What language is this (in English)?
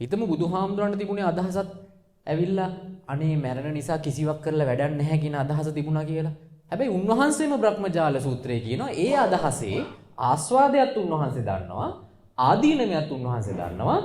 Sinhala